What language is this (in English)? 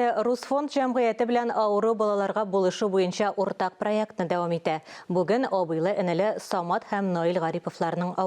Tatar